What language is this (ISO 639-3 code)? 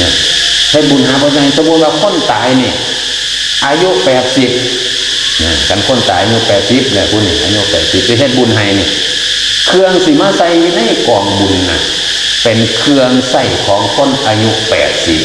tts